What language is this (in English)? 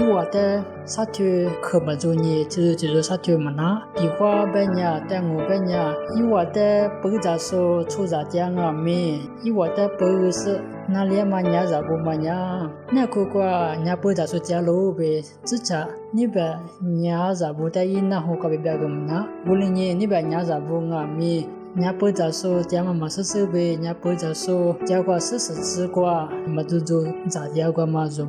Lisu